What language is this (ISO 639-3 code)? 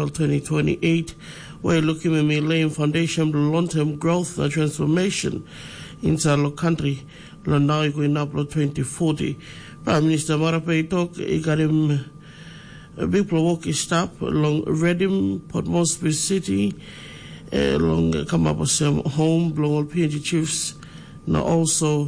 tpi